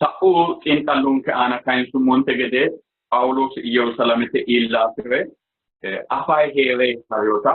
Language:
Sidamo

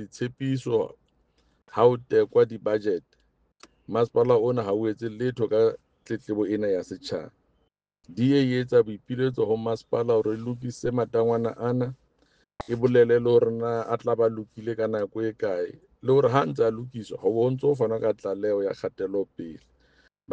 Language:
Southern Sotho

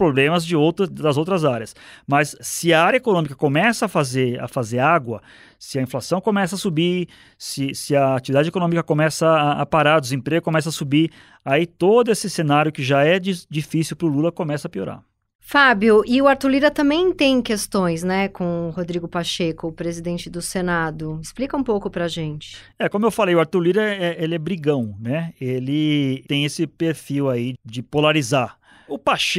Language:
Portuguese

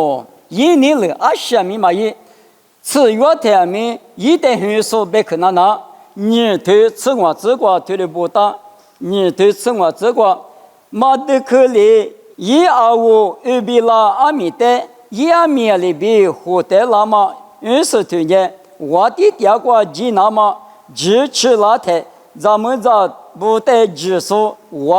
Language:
Lisu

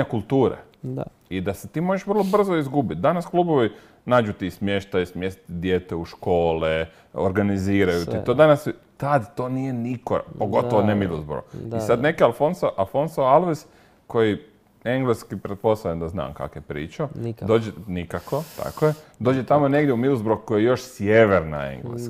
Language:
Croatian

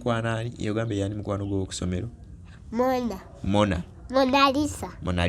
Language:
Ganda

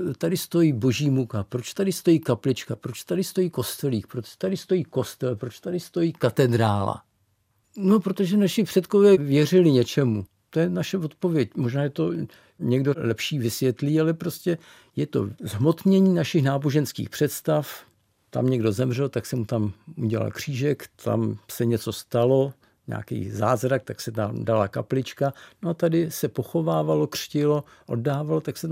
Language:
Czech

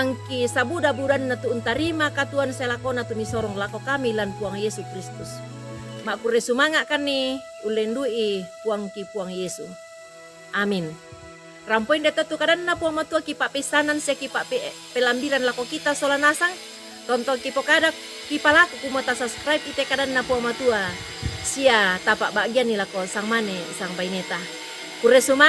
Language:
Toraja-Sa'dan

